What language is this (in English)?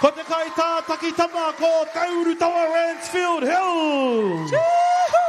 Māori